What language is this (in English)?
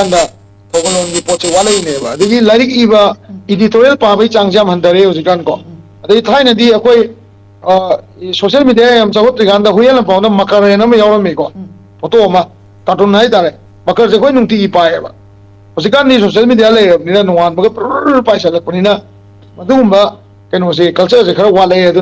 Manipuri